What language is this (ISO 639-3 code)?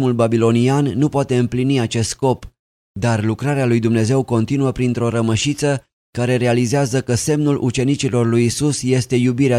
ron